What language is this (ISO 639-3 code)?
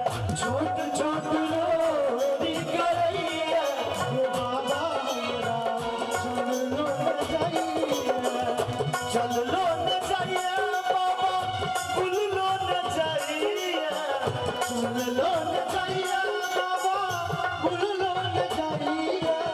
mai